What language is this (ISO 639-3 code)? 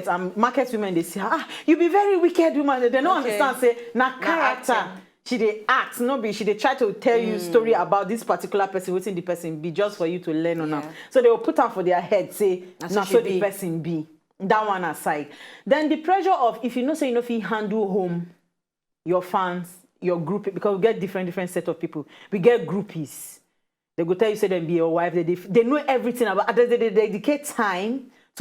pcm